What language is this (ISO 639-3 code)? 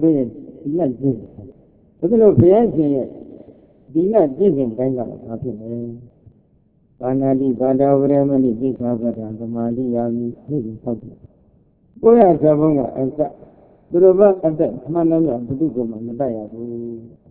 mya